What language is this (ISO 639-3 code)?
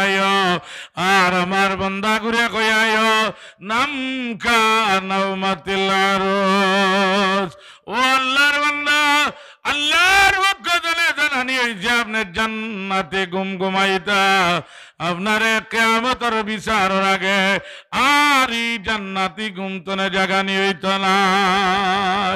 syl